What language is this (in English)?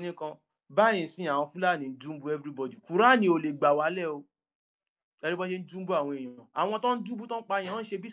Yoruba